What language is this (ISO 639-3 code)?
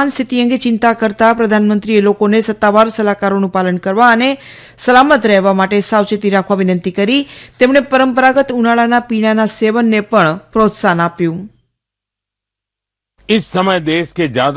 guj